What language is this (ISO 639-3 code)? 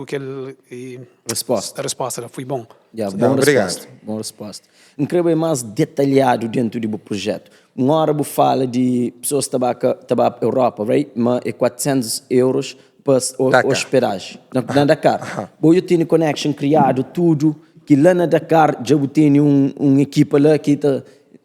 kea